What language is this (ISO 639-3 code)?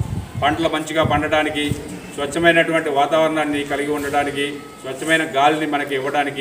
tel